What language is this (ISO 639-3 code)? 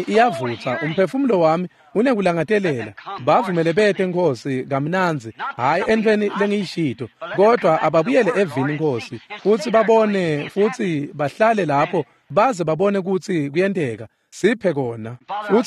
ssw